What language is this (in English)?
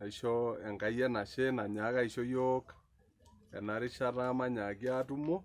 Masai